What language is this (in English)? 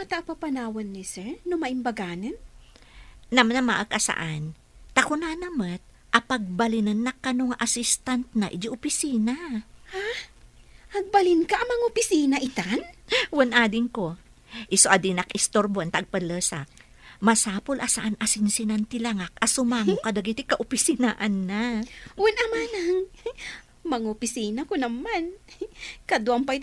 Iloko